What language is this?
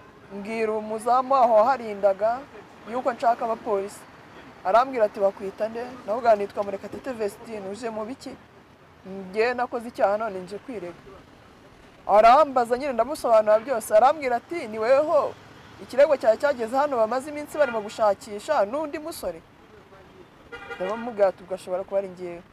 Kinyarwanda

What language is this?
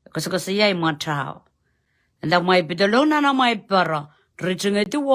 Pohnpeian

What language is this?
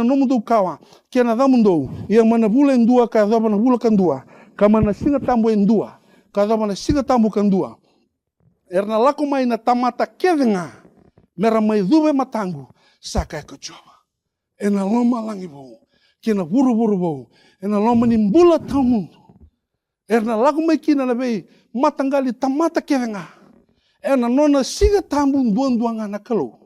Fijian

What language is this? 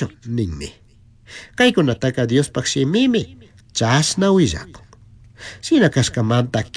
Chimborazo Highland Quichua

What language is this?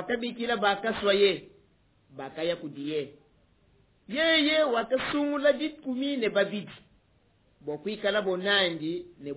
Luba-Lulua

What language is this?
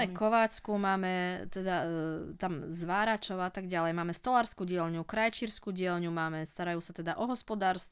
Slovak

